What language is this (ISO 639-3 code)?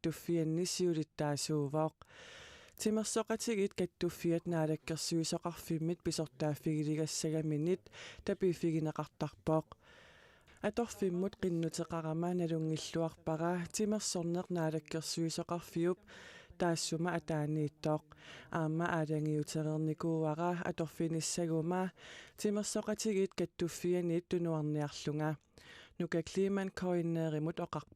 kal